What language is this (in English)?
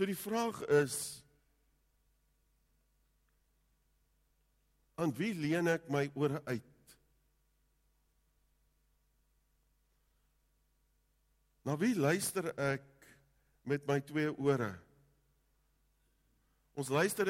Afrikaans